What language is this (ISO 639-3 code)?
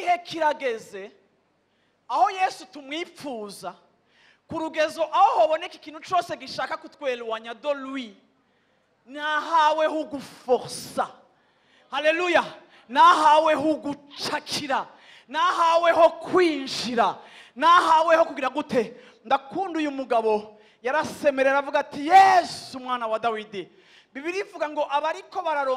run